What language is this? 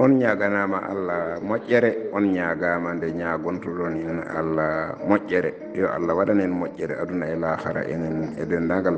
Fula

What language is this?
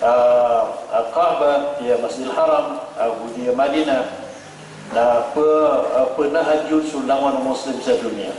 Maranao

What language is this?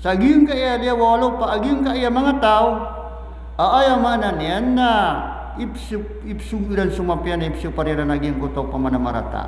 Maranao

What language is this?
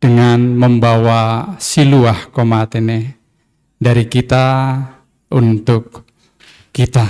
Batak Simalungun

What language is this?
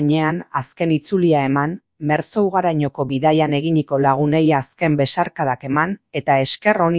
Basque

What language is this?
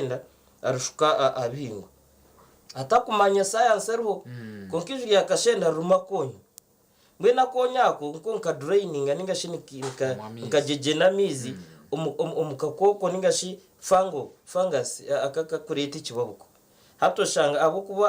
Nyankole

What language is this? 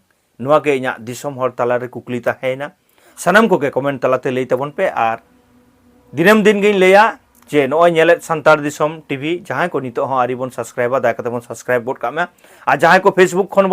Santali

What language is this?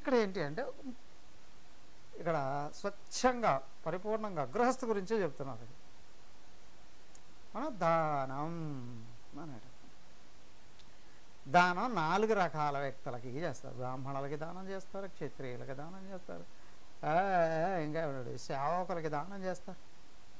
Telugu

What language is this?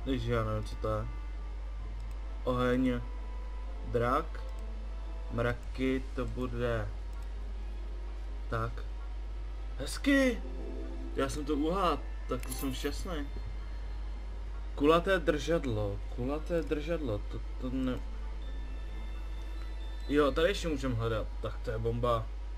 Czech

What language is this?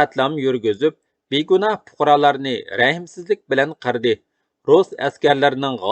Uyghur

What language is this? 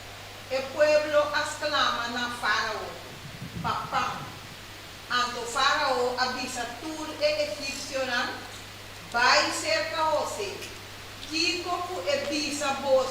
Papiamento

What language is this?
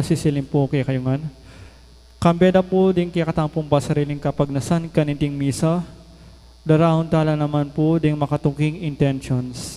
Pampanga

